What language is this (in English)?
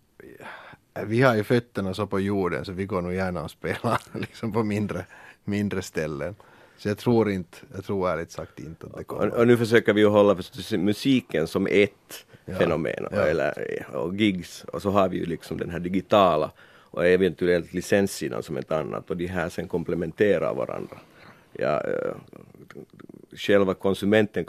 Swedish